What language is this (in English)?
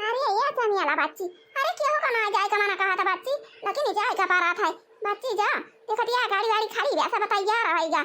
Awadhi